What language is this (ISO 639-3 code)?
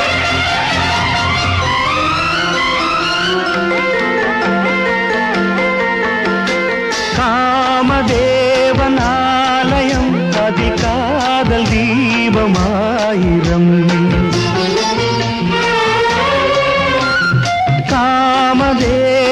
tam